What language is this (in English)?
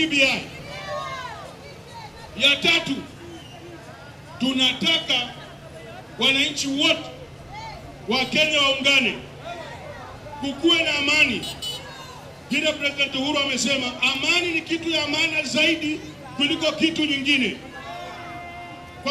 Swahili